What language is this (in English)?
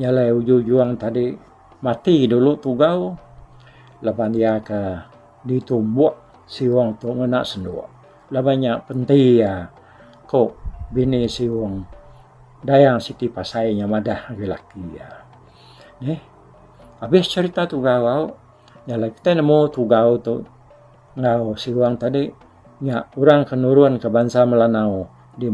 Iban